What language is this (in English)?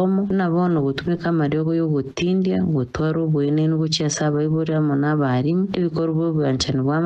Gusii